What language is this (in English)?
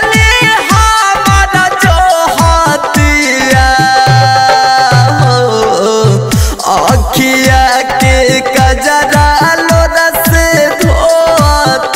Bhojpuri